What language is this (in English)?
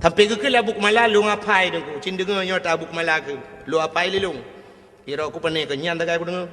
Achinese